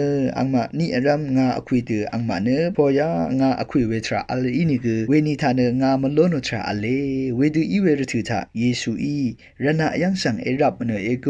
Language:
Rawang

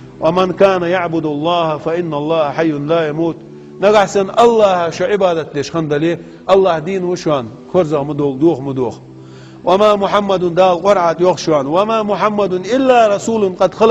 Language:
Ingush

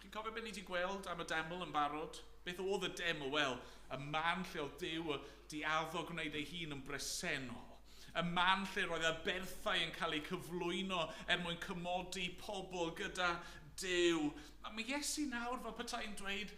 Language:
Welsh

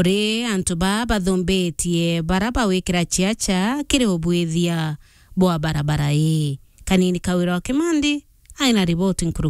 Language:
Meru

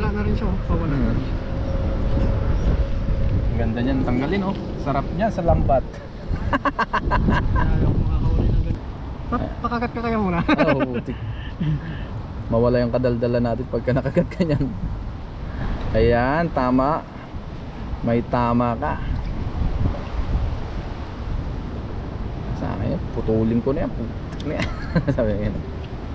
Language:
Filipino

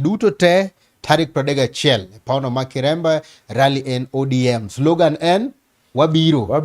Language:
Luo (Kenya and Tanzania)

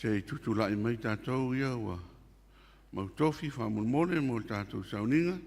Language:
Samoan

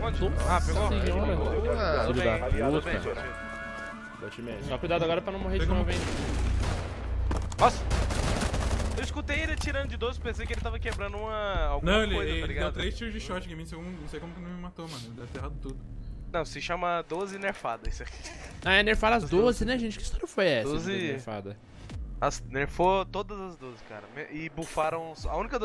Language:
Portuguese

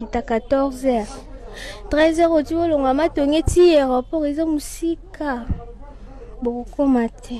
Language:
Lingala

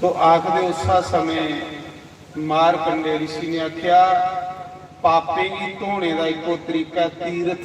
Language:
Dogri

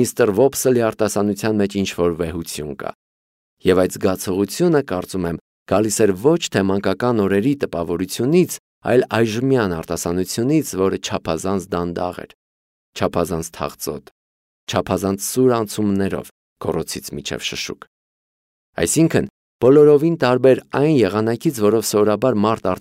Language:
Armenian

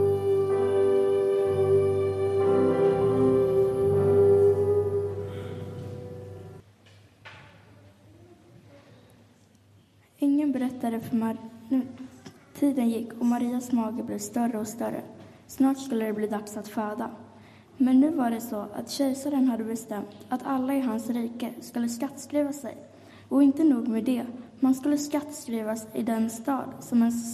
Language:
Swedish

